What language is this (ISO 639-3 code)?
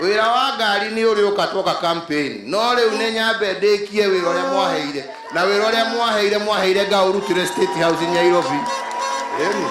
kik